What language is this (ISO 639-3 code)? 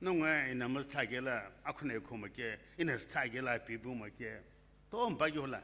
nsm